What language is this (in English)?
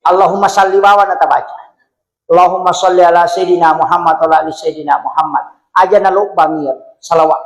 Buginese